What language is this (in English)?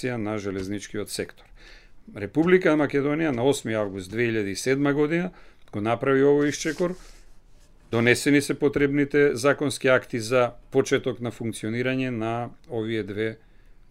Macedonian